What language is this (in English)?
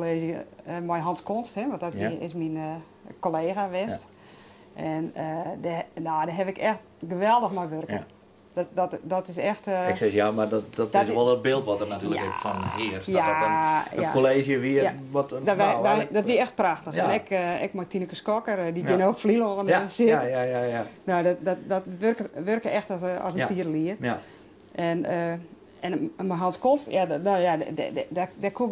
Western Frisian